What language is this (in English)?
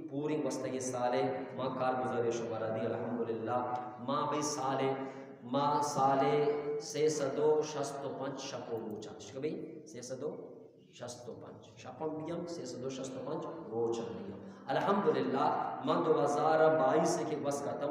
Eastern Balochi